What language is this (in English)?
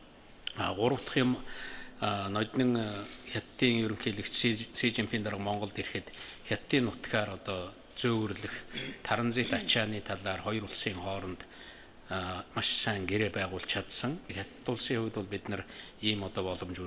Mongolian